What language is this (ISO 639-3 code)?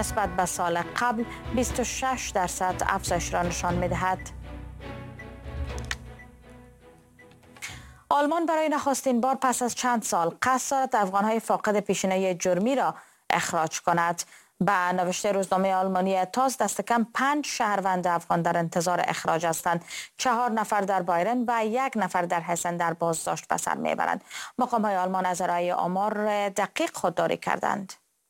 fas